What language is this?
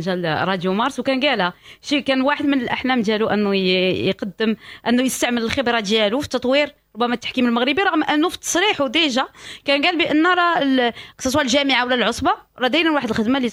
Moroccan Arabic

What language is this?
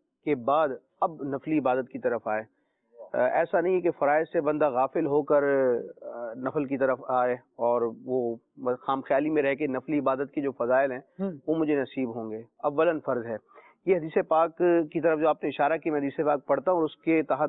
Urdu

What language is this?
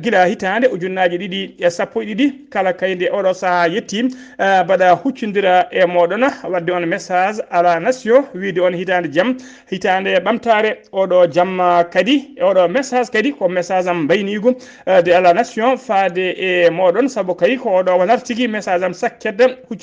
Fula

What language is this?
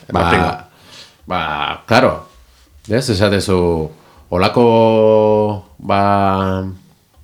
Basque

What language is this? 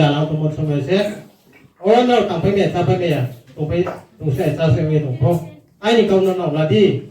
Riang (India)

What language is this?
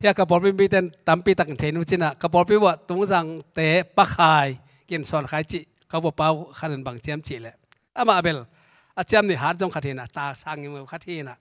Tedim Chin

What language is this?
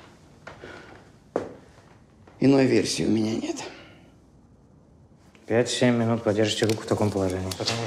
Russian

